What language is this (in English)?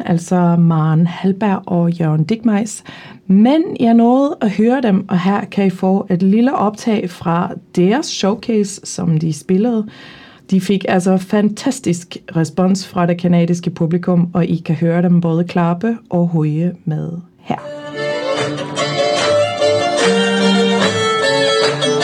Danish